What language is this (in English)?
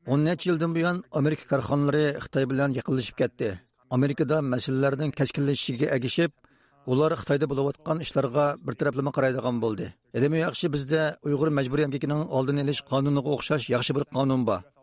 Uyghur